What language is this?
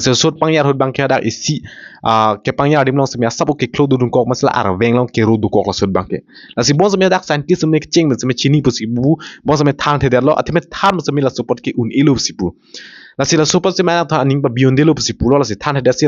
Karbi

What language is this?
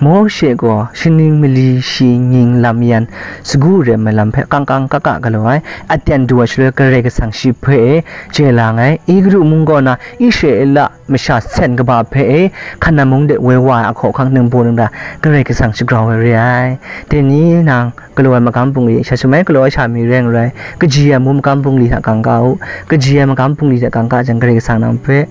Kachin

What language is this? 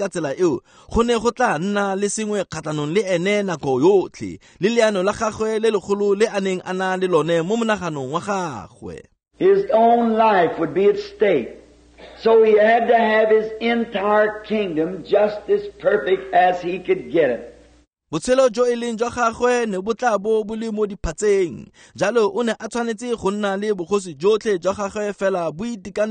Tswana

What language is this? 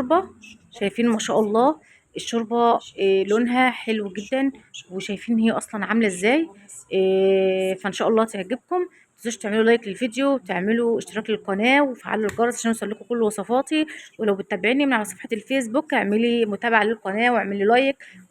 Egyptian Arabic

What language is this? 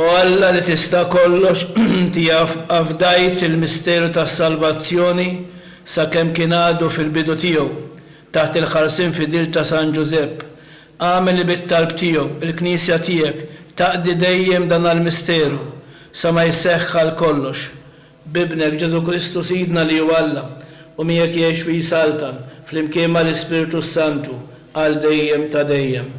Maltese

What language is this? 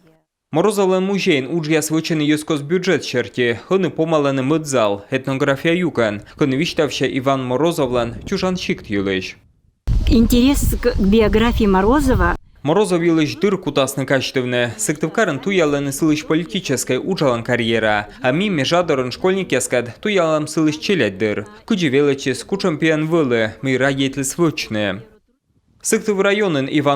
Komi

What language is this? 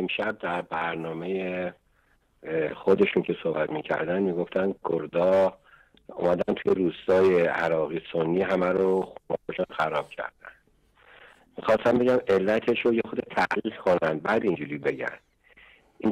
Persian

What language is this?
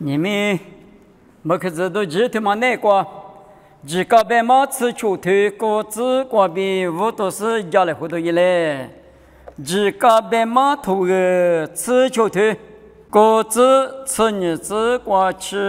Lisu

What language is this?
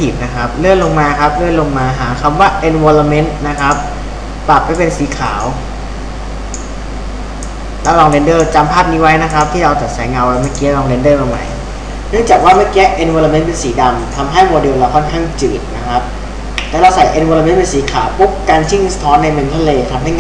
Thai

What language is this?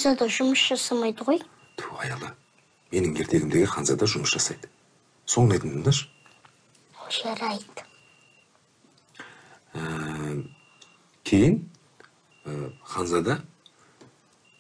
Kazakh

